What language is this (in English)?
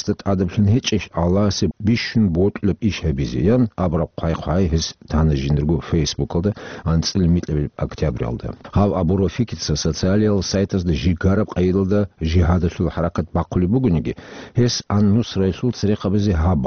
Avaric